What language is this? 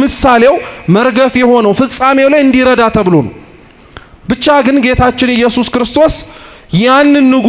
Amharic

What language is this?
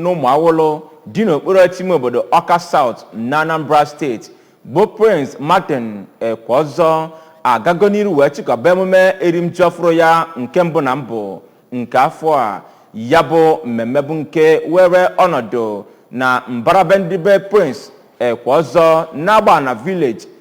Igbo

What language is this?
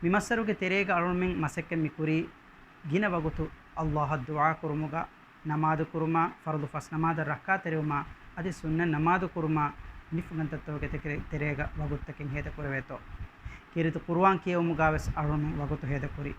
Divehi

